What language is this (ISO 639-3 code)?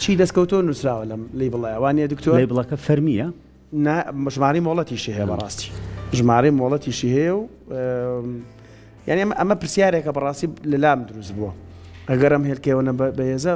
ckb